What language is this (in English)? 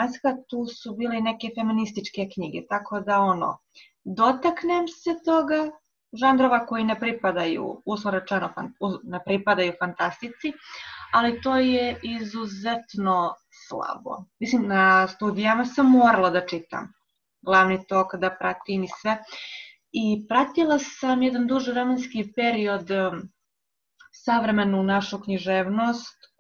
Serbian